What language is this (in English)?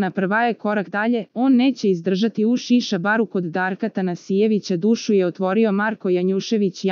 Serbian